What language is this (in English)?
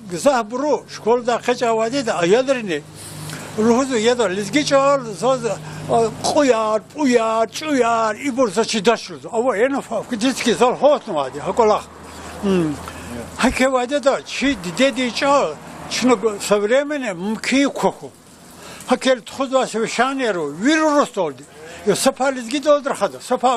Lezghian